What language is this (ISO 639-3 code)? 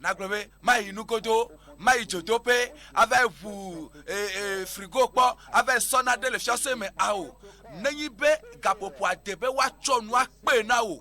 ewe